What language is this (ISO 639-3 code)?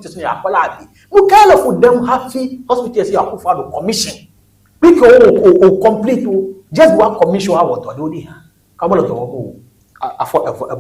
ewe